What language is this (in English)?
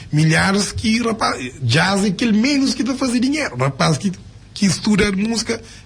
Kabuverdianu